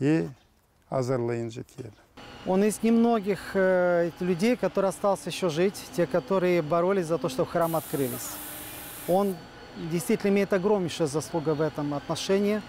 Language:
Gagauz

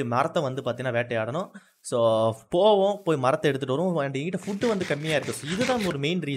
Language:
Tamil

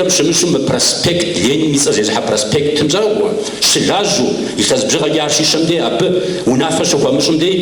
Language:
Kabardian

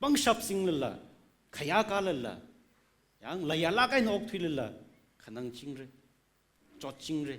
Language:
Tangkhul Naga (India)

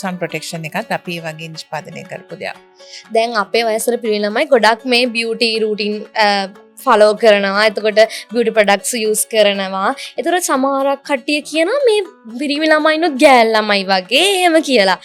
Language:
Sinhala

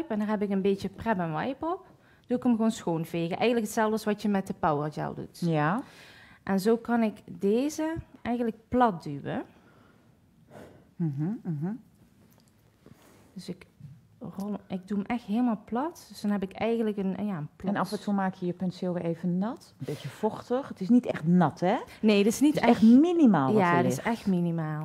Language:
Dutch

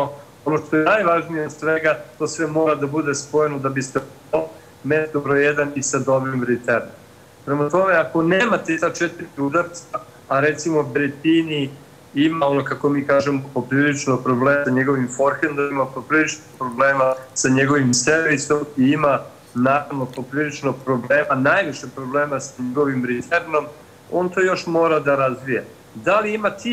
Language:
Serbian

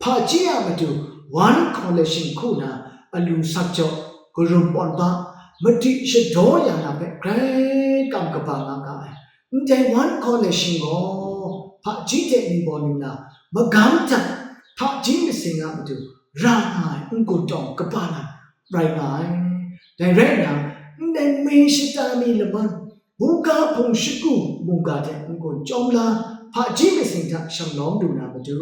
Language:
Kachin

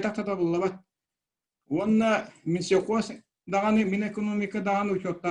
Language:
Yakut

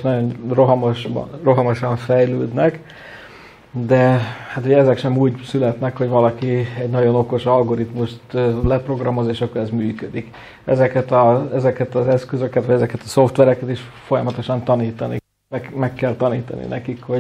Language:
Hungarian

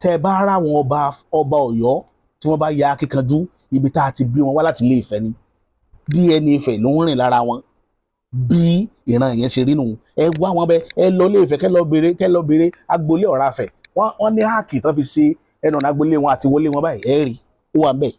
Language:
Yoruba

